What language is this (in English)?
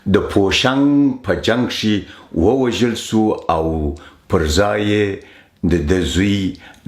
Pashto